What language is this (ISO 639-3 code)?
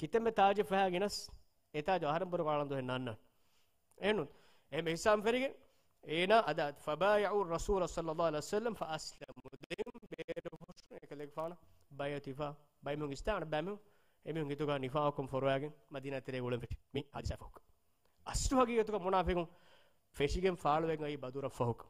div